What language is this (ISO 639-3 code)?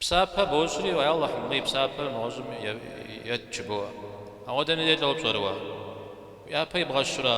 kbd